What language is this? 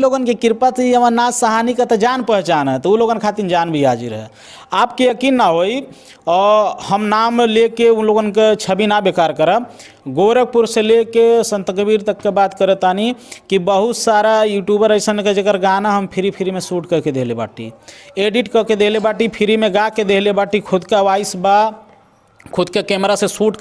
Bhojpuri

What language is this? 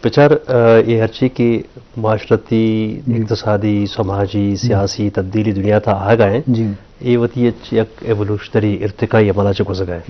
Eastern Balochi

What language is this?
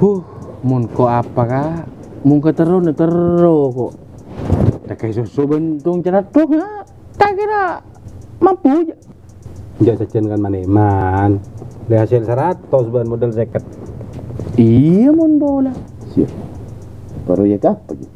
Madurese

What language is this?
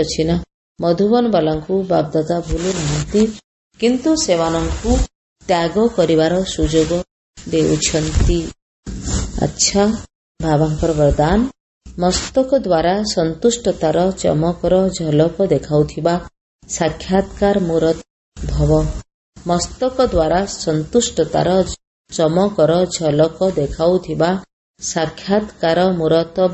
Odia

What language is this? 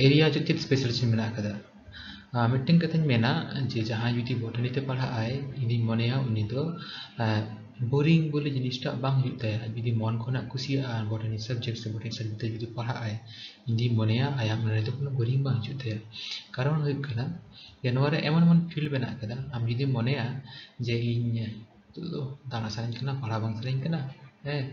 Santali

